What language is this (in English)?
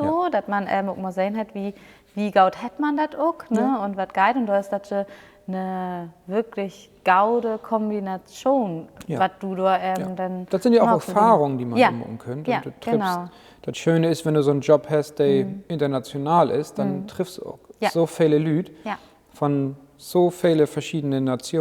Low German